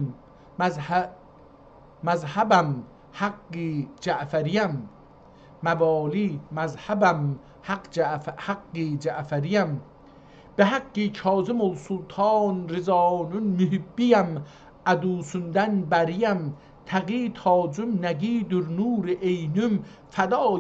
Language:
South Azerbaijani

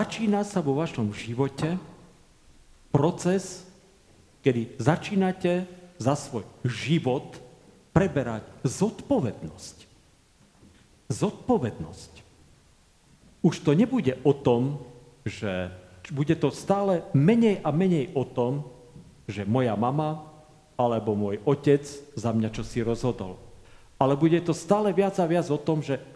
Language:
Slovak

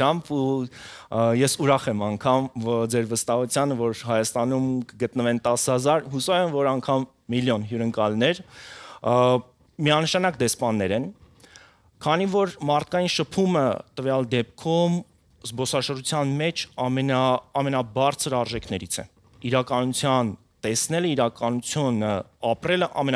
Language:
Armenian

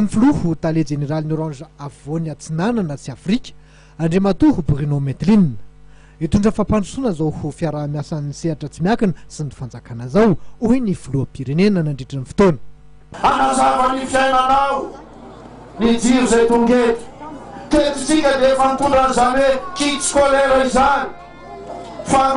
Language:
Malagasy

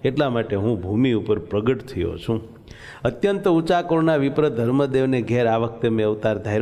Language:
Gujarati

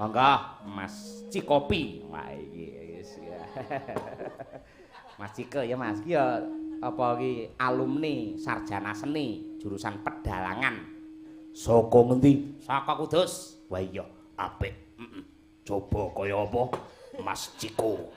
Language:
Javanese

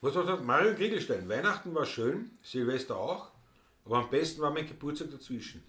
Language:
Bavarian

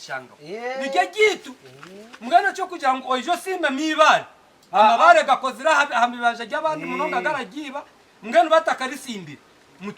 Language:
Nyankole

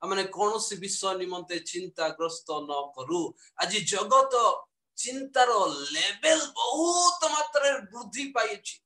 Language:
Odia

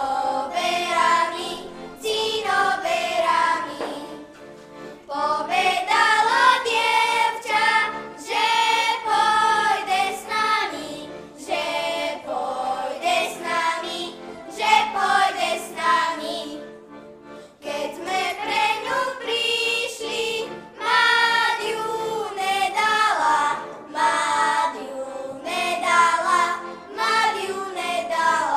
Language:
Slovak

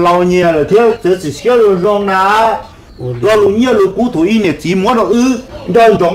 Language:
Hmong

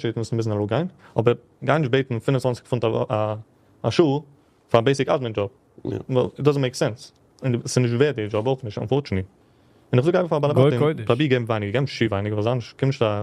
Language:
Yiddish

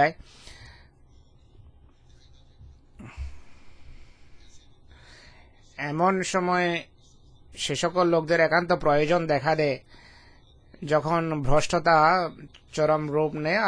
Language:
Bangla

